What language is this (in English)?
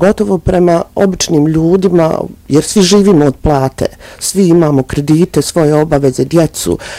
Bosnian